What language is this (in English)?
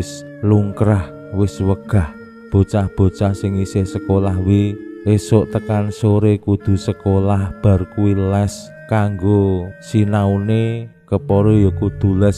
Javanese